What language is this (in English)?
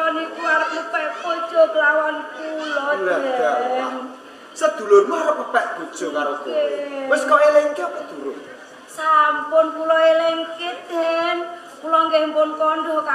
Javanese